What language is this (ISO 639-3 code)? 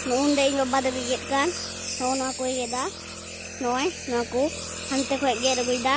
sat